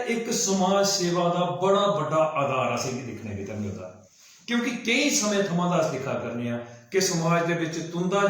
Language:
Dogri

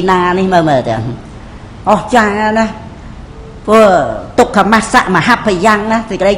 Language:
Khmer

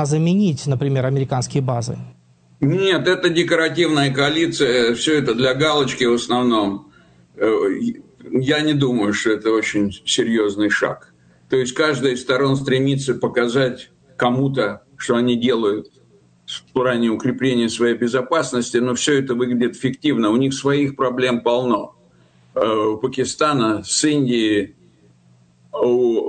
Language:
Russian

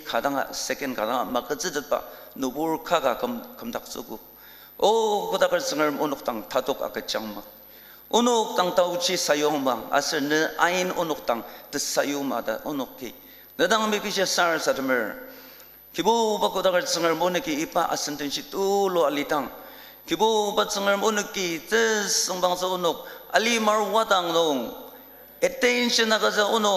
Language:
Ao Naga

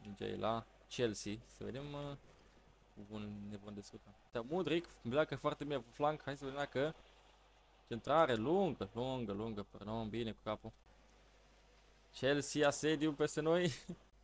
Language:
Romanian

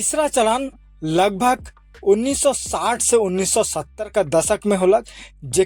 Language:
Sadri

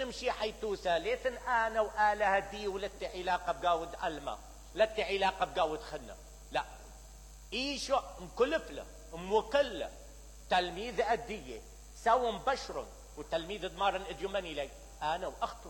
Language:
Mesopotamian Arabic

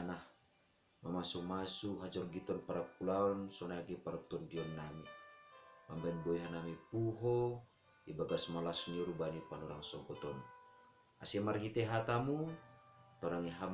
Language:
Batak Simalungun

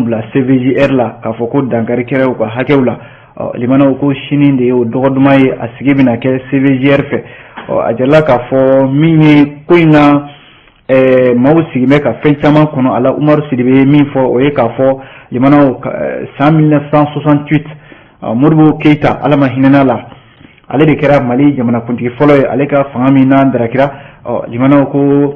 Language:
Bambara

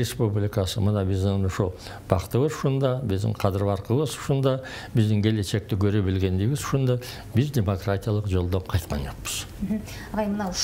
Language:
Kyrgyz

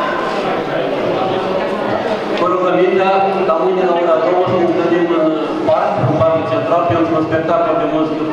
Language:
Romanian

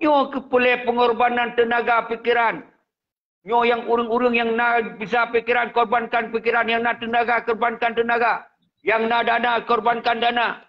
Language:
Achinese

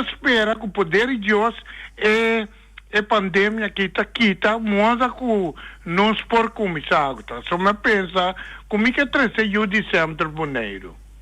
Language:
Papiamento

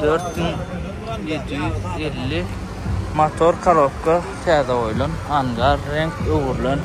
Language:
Turkmen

